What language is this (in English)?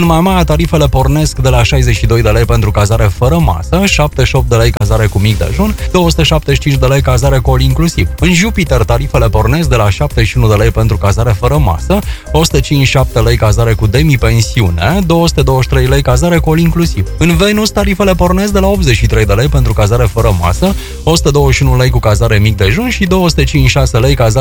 Romanian